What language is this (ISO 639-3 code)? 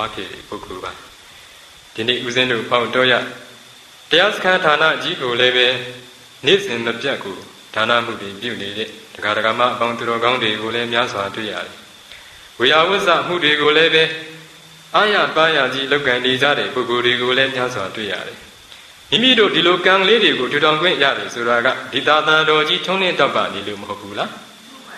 mya